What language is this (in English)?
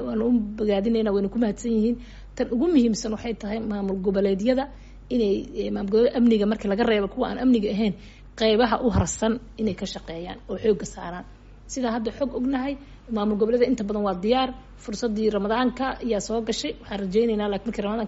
Somali